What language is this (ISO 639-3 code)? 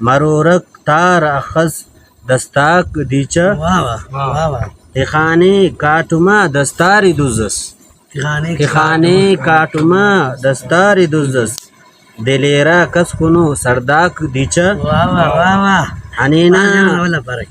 brh